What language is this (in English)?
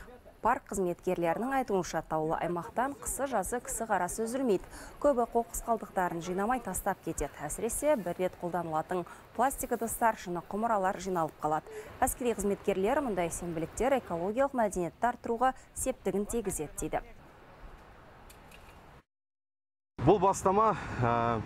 Kazakh